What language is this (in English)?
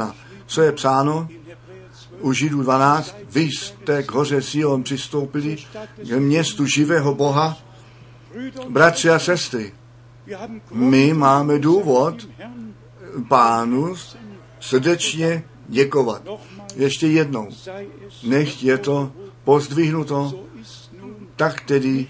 Czech